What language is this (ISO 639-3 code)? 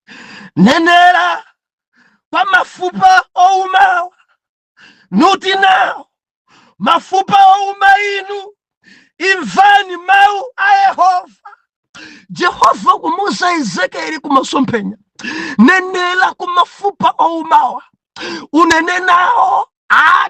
nya